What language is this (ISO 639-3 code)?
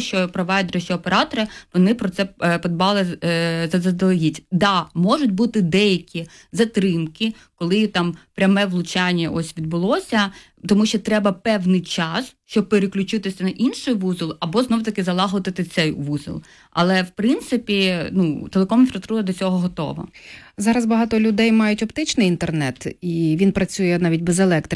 ukr